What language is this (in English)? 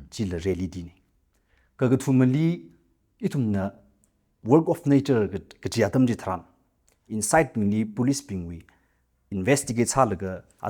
Tangkhul Naga (India)